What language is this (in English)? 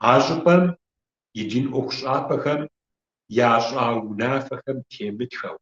Kabardian